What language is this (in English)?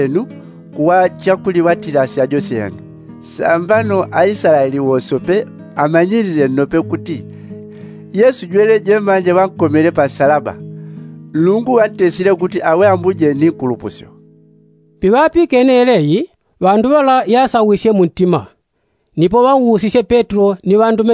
Yao